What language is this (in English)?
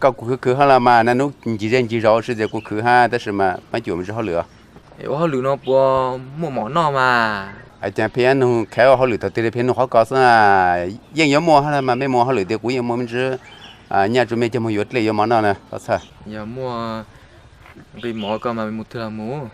Hmong